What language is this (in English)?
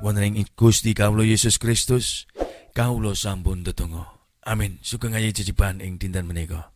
Javanese